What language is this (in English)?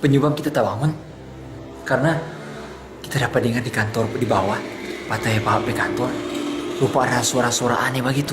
Manado Malay